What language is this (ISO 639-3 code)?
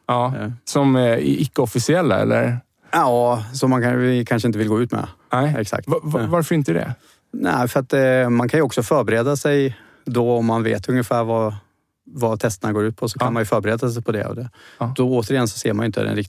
swe